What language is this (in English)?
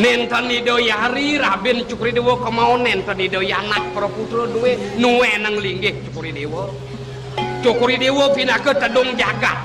Balinese